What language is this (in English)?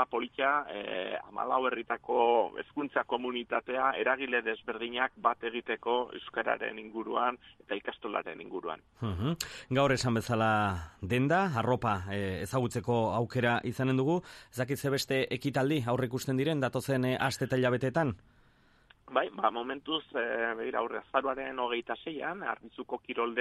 Basque